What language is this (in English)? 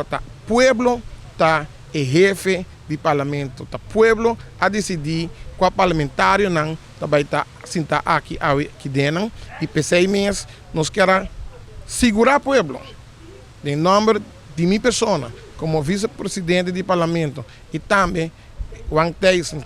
Papiamento